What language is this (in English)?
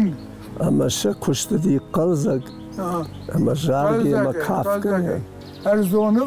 Ossetic